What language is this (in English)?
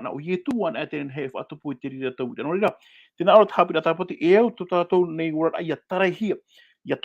Tahitian